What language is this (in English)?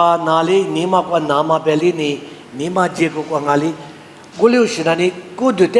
Lisu